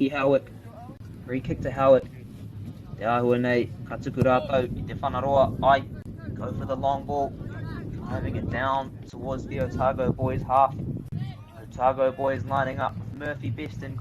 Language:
Māori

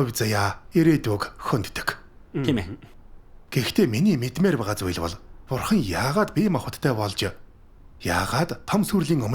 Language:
Mongolian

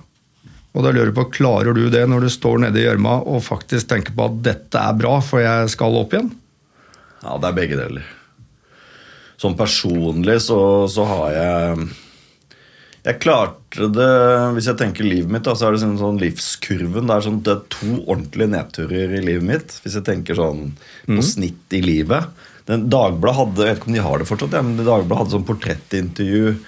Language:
Norwegian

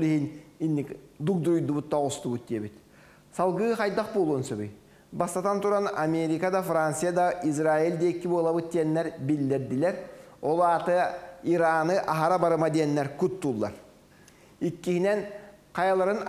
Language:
Yakut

